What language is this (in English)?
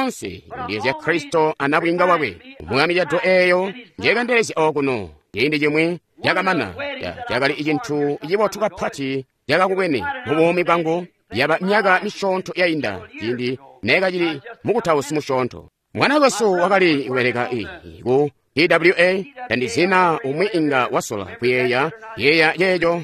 Tonga (Zambia)